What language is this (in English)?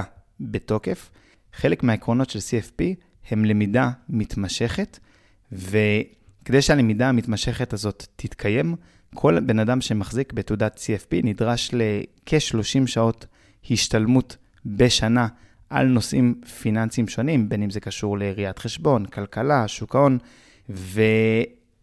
Hebrew